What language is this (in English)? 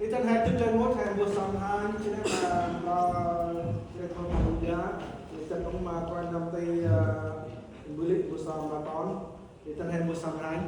Central Mnong